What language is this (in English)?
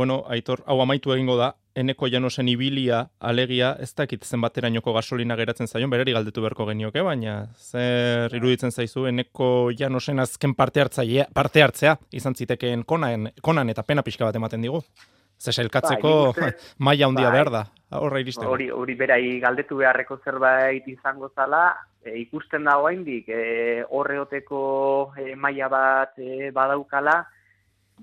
Basque